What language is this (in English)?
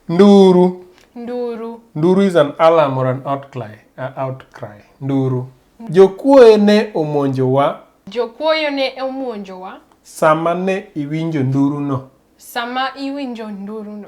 Luo (Kenya and Tanzania)